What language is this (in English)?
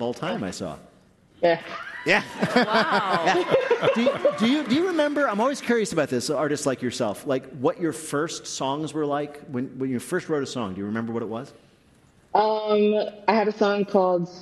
English